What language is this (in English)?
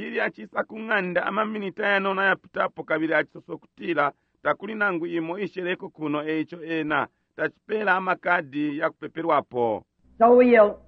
Bemba